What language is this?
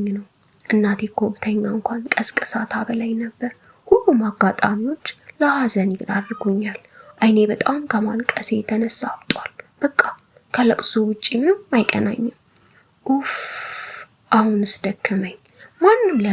Amharic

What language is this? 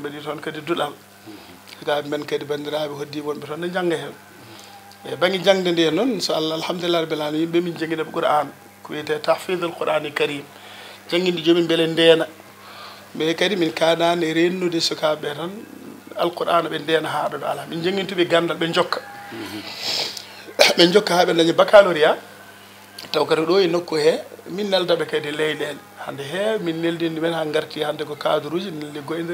Fula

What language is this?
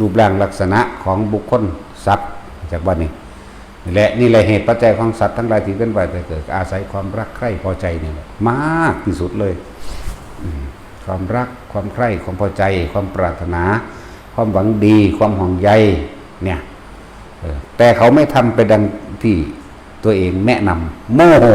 Northeastern Thai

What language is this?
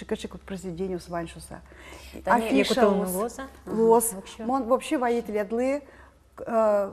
Udmurt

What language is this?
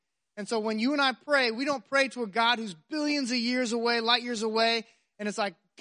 English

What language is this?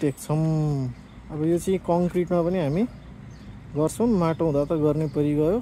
Nepali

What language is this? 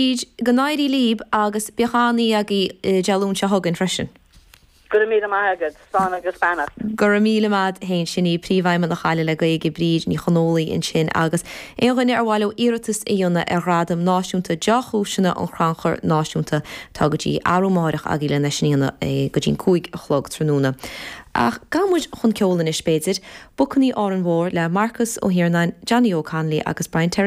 Irish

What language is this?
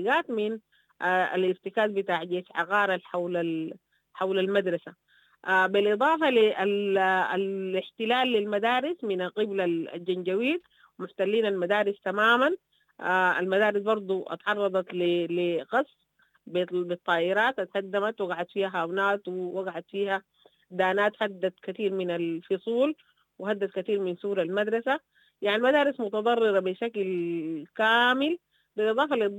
Sudanese Arabic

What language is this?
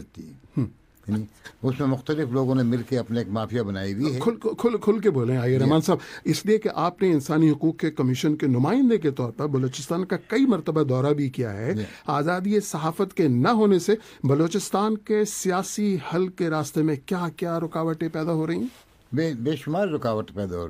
Urdu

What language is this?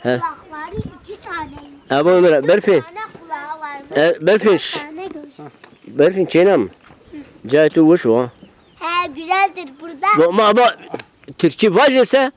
Zaza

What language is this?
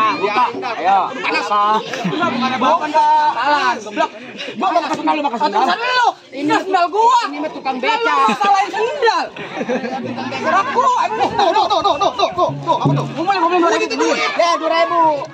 Betawi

